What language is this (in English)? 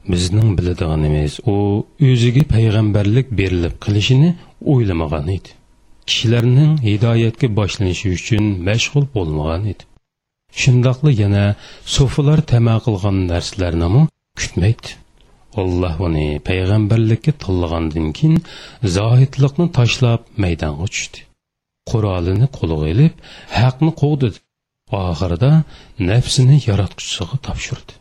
Uyghur